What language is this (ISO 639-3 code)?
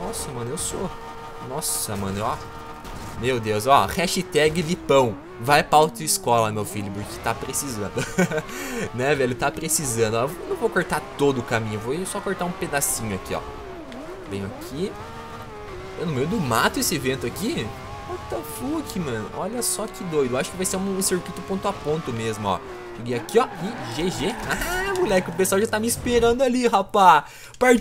por